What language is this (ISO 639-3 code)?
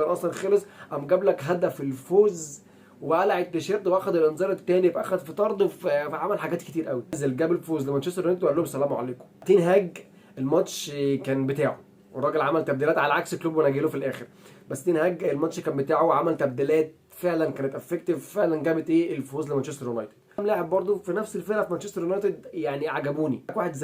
arz